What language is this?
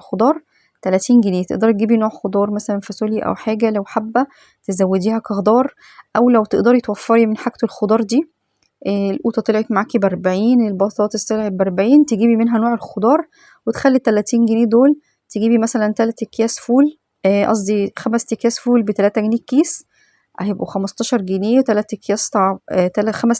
Egyptian Arabic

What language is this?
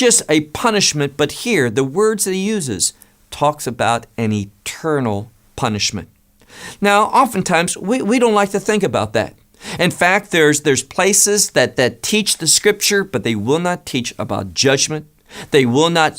English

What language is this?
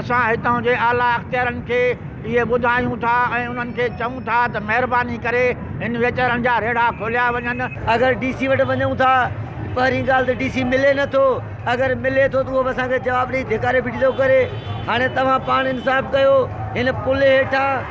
Sindhi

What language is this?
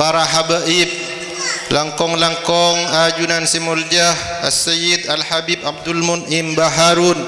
Madurese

